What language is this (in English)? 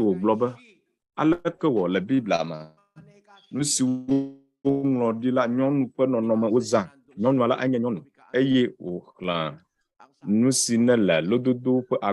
Ewe